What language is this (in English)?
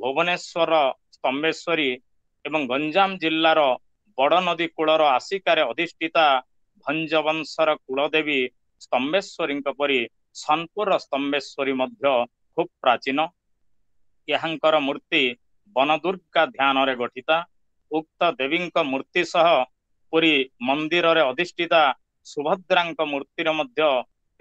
Odia